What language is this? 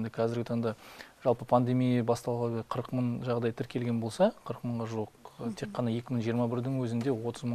Kazakh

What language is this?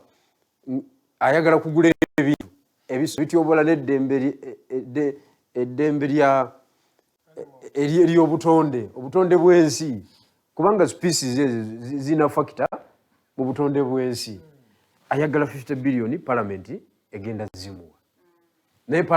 Ganda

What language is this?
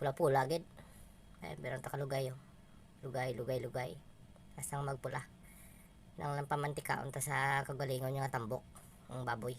Hiligaynon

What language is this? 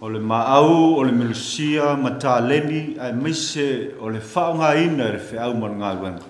Samoan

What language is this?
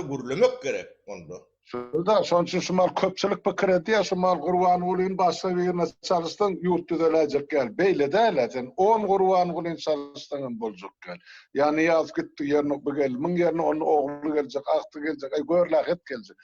Turkmen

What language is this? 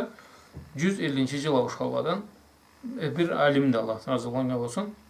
Karachay-Balkar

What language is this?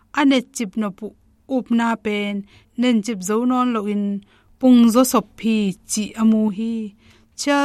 Tedim Chin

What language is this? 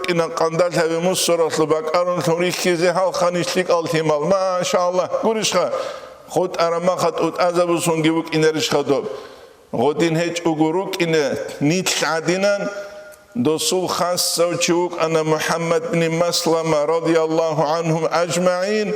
Avaric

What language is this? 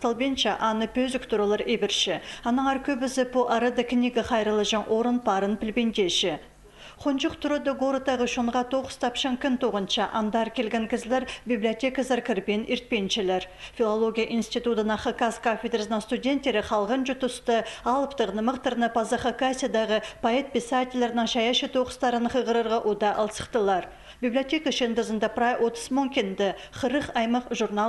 Khakas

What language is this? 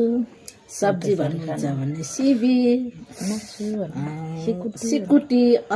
Nepali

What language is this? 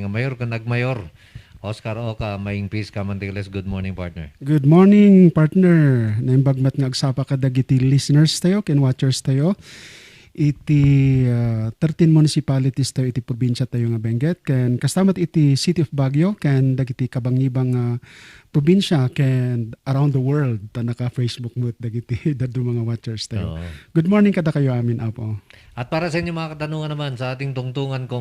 Iloko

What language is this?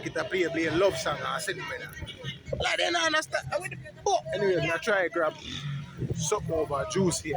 Jamaican Creole English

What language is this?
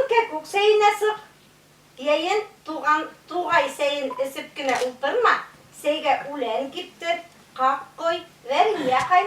Bashkir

